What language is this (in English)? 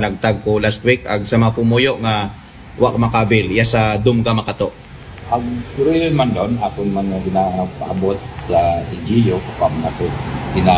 Aklanon